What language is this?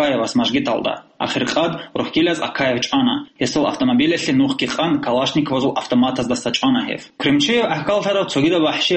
Avaric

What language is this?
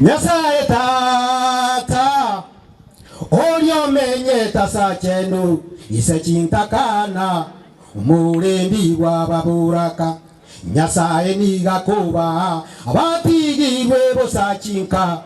Gusii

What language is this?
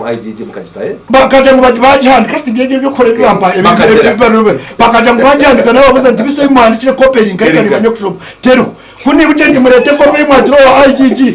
Nyankole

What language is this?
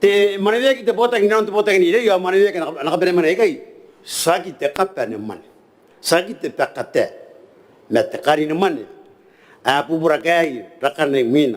Gilbertese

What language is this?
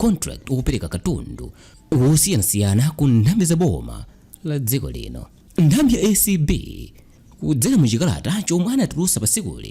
Nyanja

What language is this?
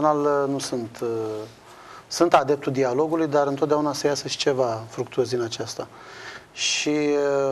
Romanian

